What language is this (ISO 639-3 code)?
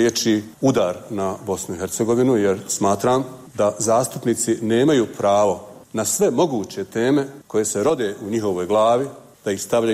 bos